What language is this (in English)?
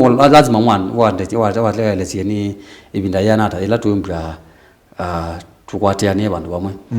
Kamba